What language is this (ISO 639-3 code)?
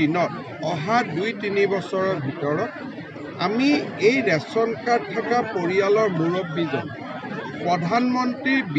asm